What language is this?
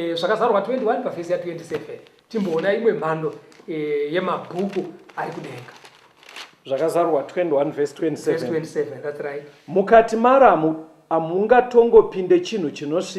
Shona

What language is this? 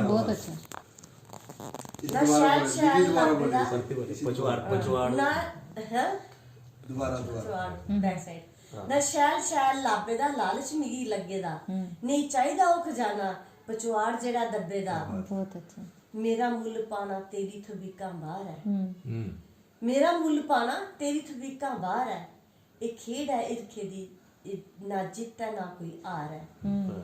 Dogri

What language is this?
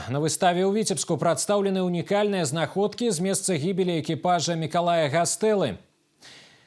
Belarusian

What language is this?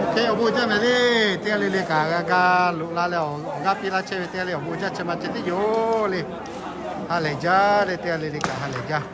Lahu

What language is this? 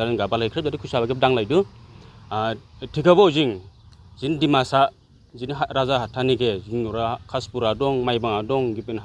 Dimasa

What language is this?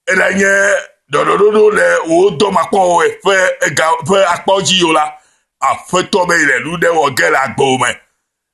Ewe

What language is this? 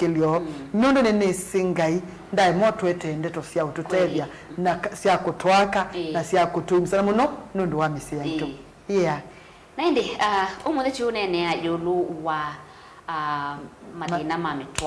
Kamba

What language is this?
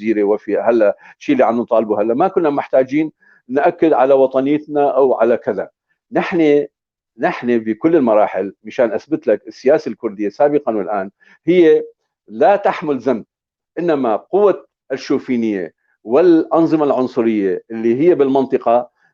North Levantine Arabic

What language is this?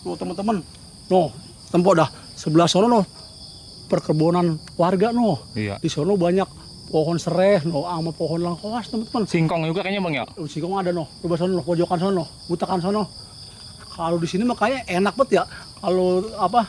Betawi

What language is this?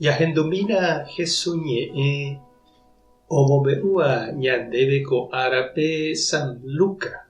Guarani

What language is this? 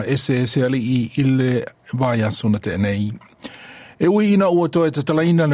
Samoan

